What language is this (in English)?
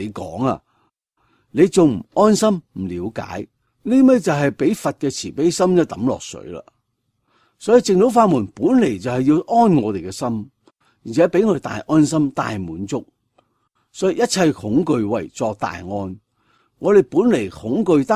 Cantonese